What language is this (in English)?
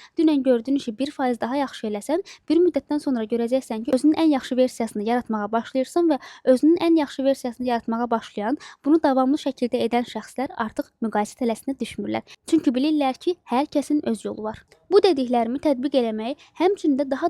Azerbaijani